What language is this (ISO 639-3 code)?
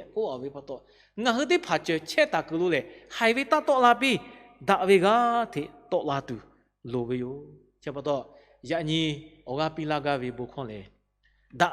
lhu